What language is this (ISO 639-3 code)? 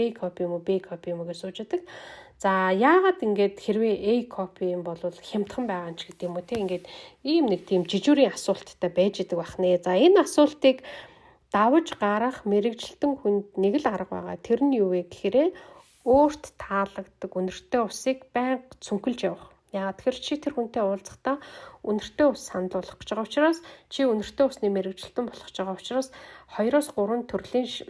mon